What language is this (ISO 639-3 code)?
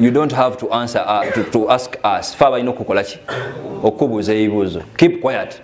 lug